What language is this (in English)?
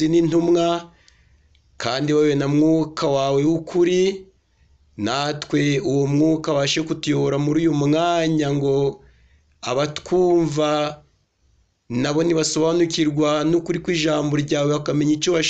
Kinyarwanda